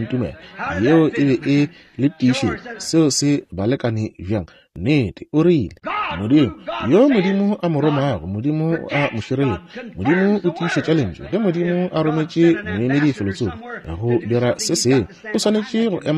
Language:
Northern Sotho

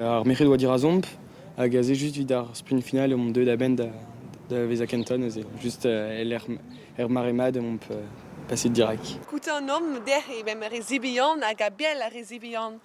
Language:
Breton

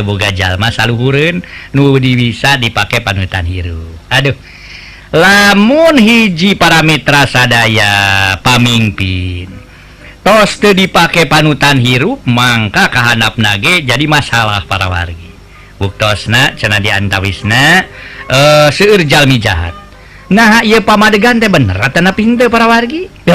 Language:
Sundanese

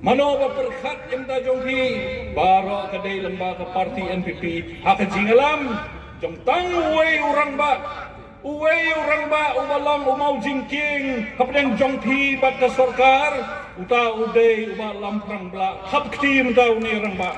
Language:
Khasi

